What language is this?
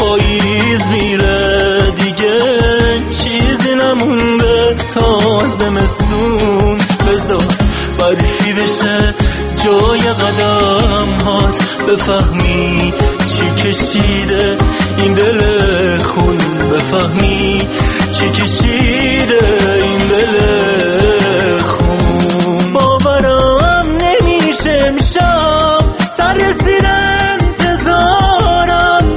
Persian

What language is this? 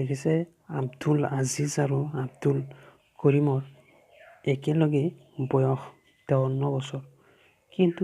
Assamese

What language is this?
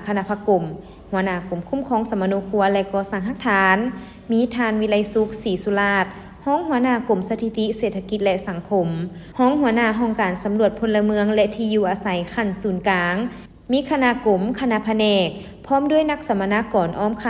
Lao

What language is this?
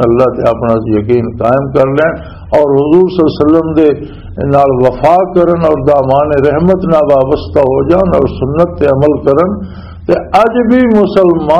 Western Panjabi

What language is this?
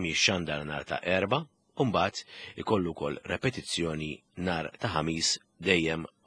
Maltese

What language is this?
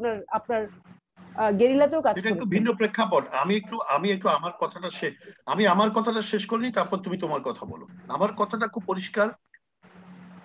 Bangla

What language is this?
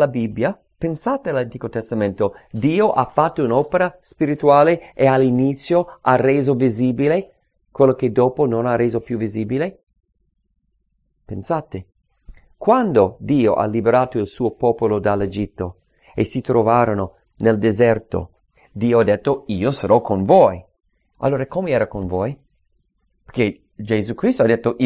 Italian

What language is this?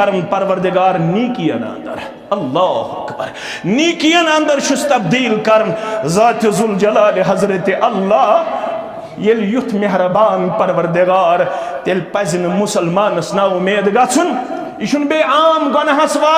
Kashmiri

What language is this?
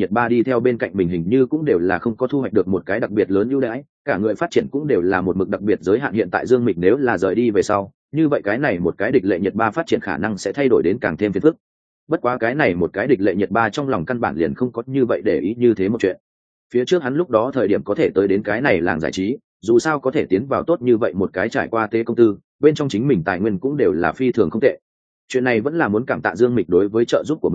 Vietnamese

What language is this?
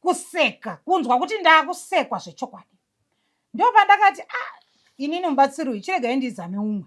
Shona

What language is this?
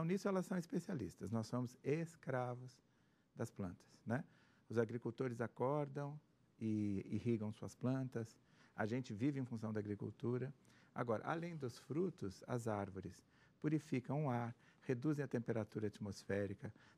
Portuguese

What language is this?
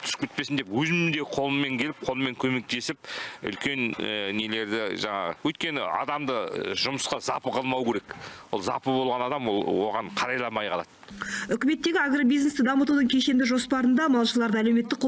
Kazakh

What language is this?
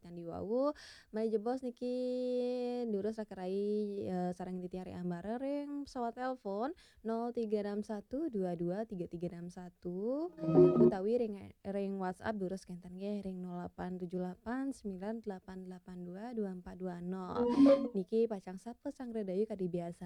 Balinese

